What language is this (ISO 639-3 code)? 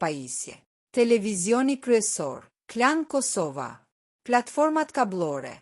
sqi